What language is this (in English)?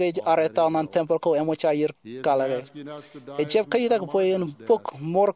Marshallese